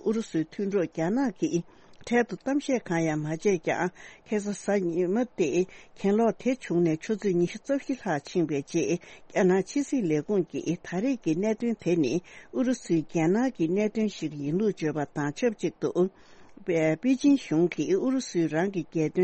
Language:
Tibetan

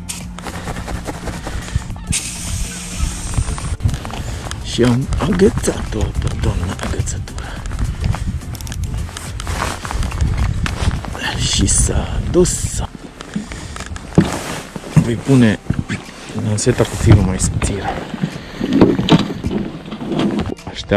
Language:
Romanian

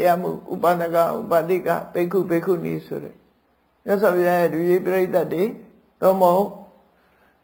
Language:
Burmese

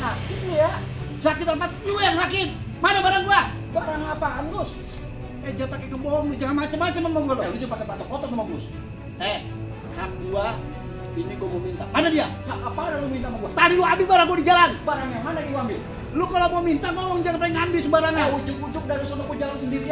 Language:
Betawi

